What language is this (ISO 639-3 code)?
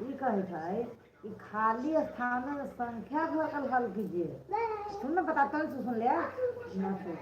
hne